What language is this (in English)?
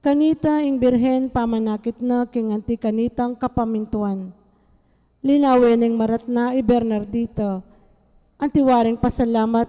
Pampanga